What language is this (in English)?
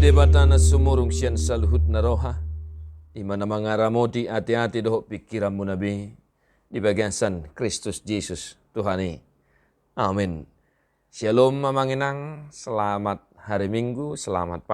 Batak Toba